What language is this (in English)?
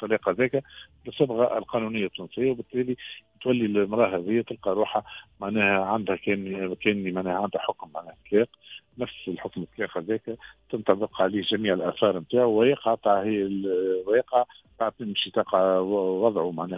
Tunisian Arabic